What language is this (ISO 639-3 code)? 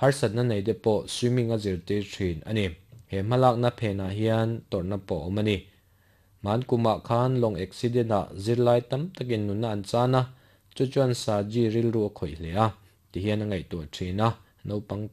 lus